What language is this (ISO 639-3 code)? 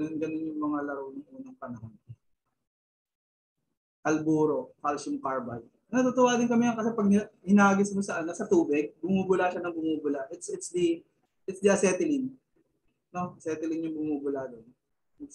fil